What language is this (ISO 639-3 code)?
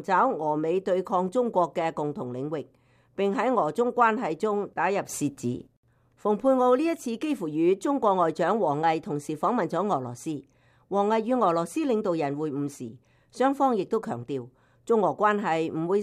yue